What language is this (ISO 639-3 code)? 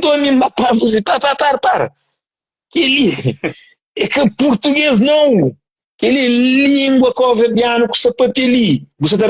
kea